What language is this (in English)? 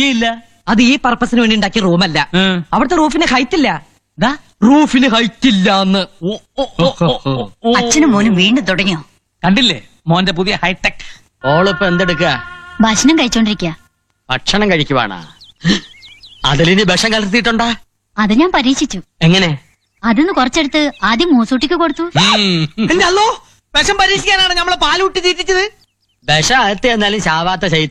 Malayalam